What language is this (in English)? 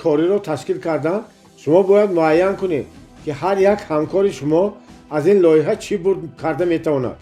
Tajik